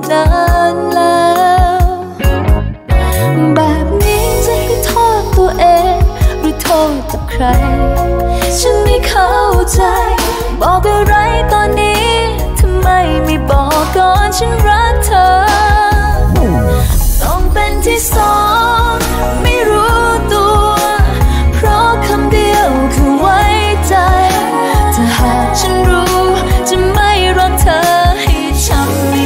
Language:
Thai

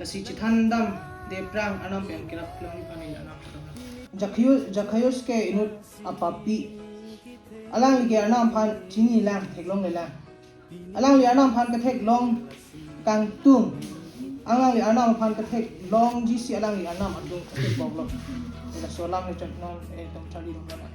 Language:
Karbi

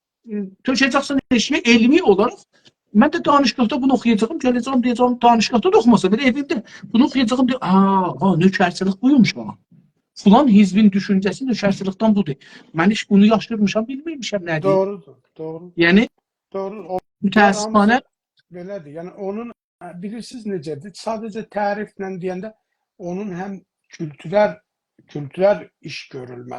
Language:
South Azerbaijani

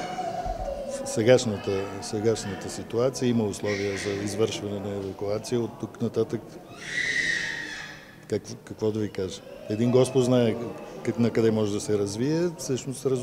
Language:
Bulgarian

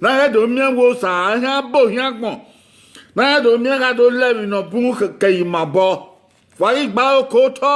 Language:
Bini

